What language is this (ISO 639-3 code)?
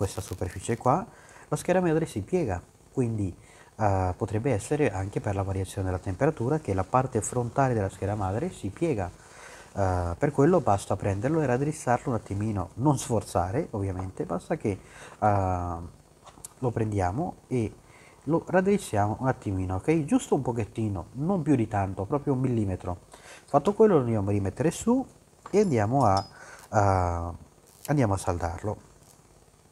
ita